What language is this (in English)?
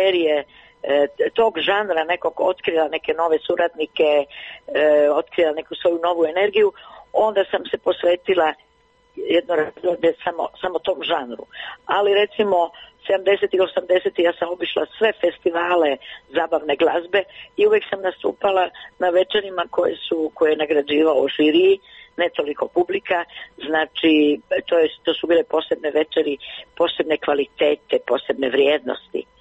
Croatian